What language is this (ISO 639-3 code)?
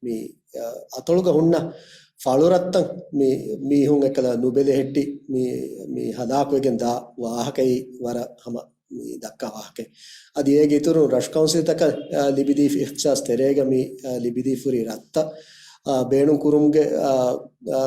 div